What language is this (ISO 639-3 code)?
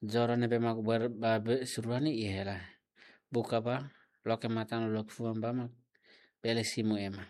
tet